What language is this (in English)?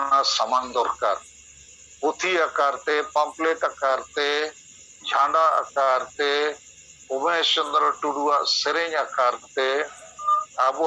Santali